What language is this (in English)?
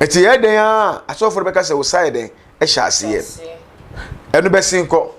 Akan